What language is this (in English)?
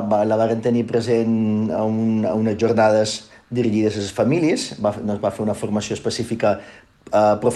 Catalan